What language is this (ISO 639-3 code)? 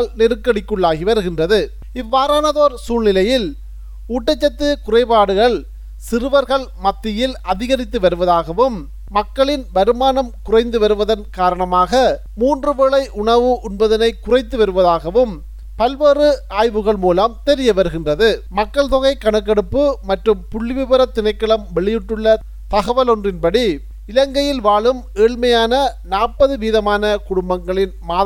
tam